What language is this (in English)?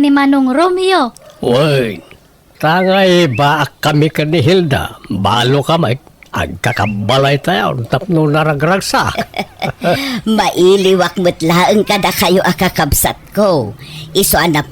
Iloko